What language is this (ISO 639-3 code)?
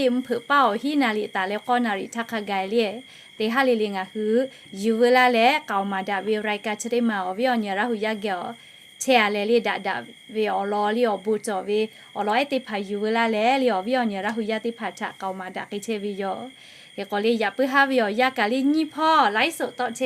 lhu